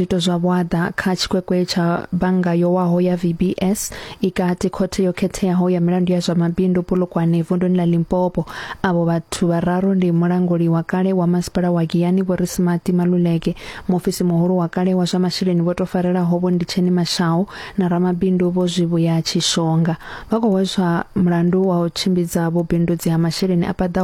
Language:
Venda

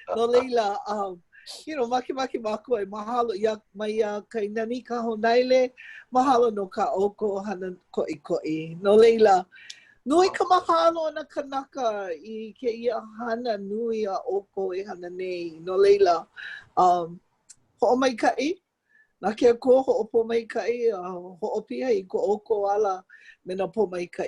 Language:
Hawaiian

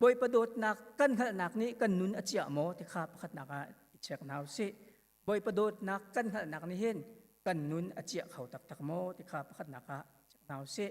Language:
Hakha Chin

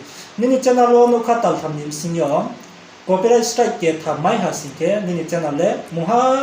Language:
Riang (India)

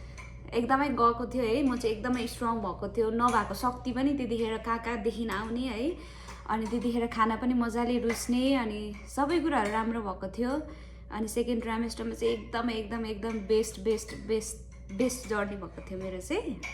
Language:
Nepali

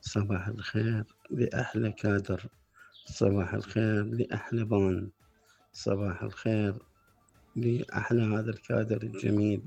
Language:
Mesopotamian Arabic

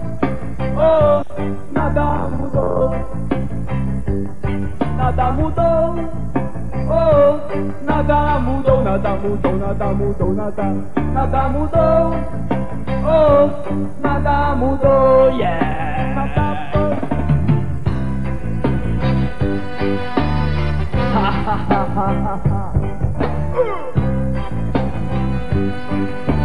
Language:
Portuguese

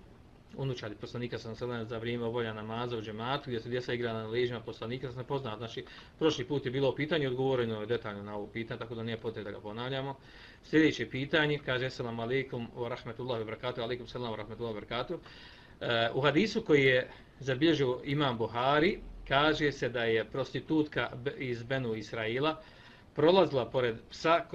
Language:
Bosnian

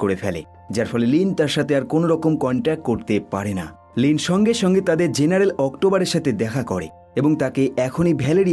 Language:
Bangla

